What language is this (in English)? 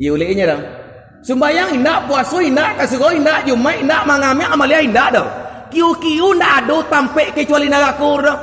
Minangkabau